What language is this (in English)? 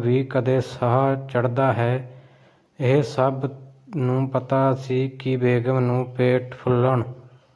Punjabi